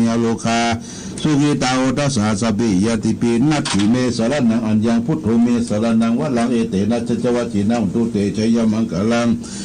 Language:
Pali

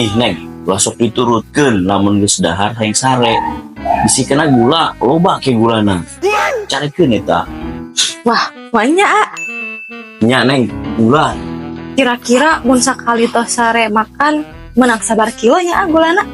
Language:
Sundanese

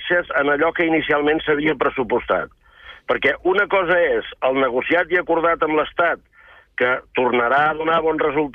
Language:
Catalan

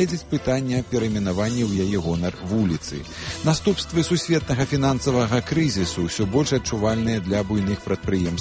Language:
Belarusian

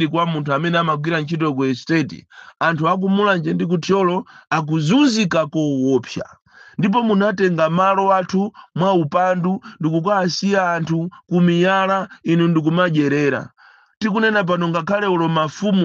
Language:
Nyanja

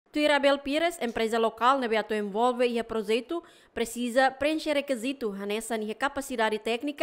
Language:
Tetum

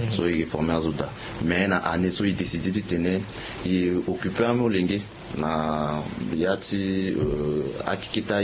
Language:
Sango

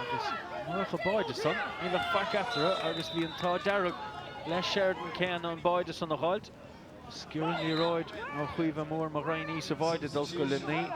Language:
Irish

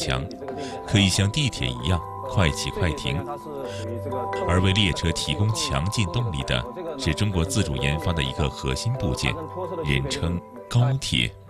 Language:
Chinese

